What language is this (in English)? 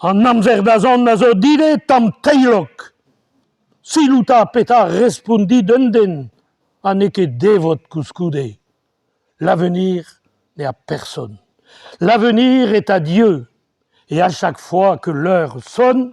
Breton